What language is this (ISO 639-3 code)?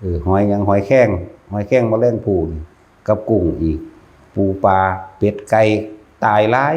tts